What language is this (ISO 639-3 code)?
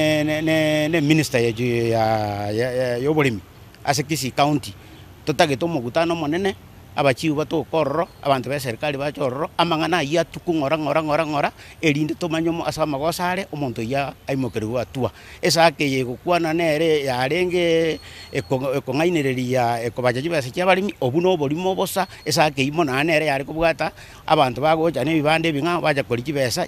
guz